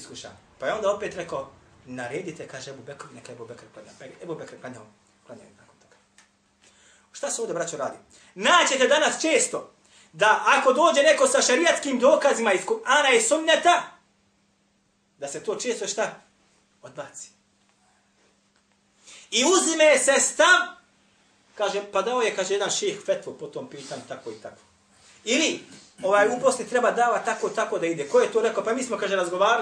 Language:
Bosnian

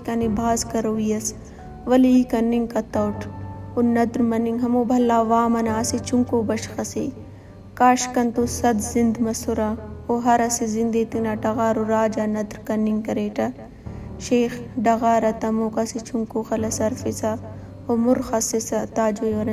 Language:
Brahui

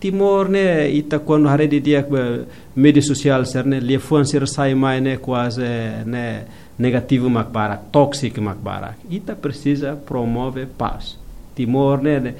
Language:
Tetum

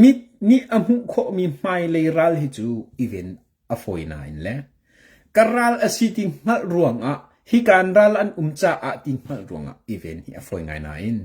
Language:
Hakha Chin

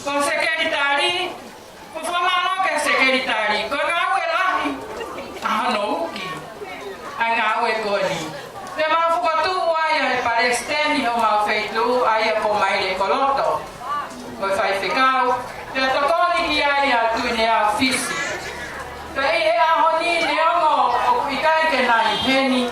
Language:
Tongan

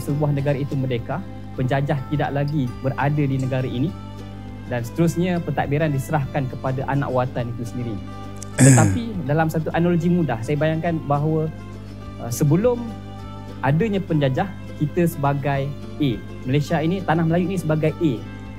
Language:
Malay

